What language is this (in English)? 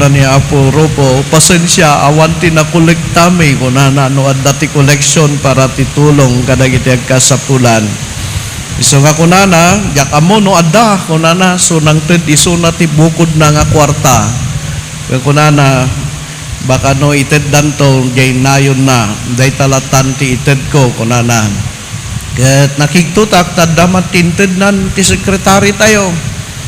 Iloko